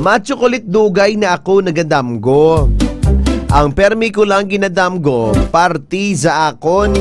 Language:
Hiligaynon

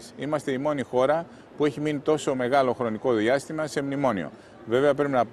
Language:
Greek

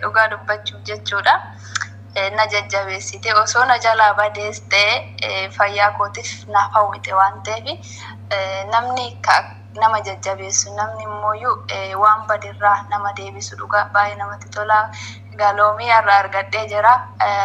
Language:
Oromo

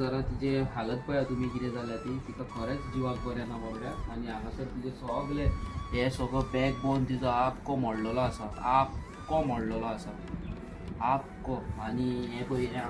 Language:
Konkani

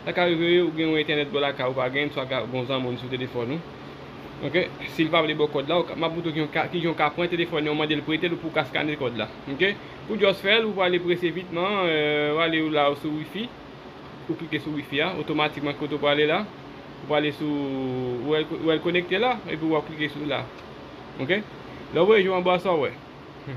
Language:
Haitian Creole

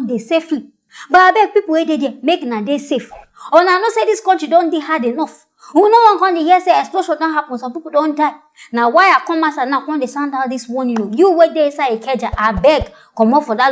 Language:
Nigerian Pidgin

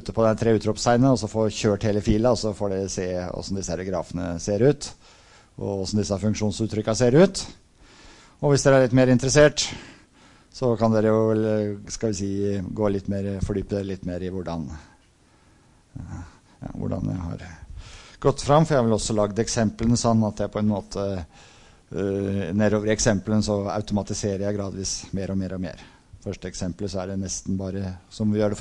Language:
Norwegian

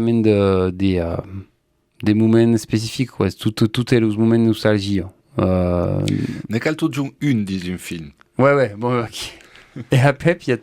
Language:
Occitan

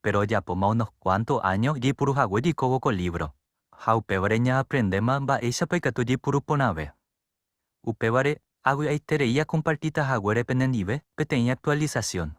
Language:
Guarani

